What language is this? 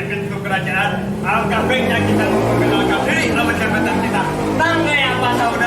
Banjar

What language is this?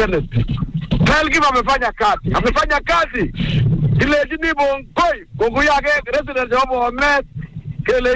Swahili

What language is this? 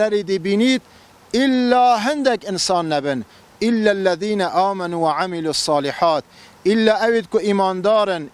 Kurdish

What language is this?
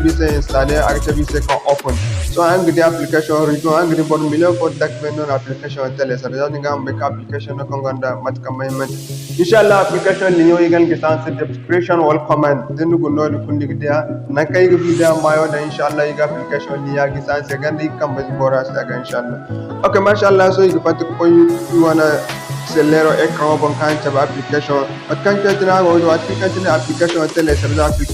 Zarma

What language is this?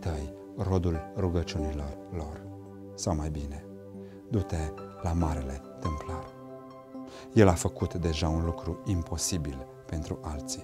Romanian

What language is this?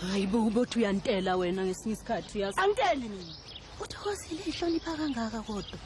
Zulu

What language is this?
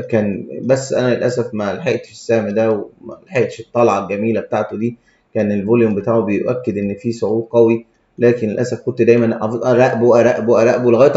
Egyptian Arabic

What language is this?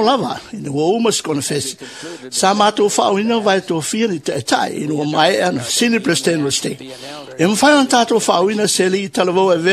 Samoan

